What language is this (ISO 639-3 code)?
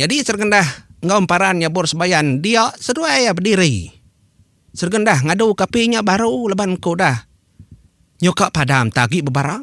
iba